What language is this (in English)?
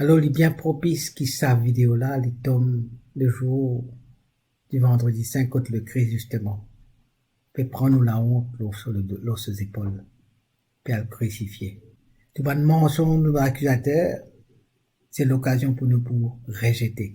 Morisyen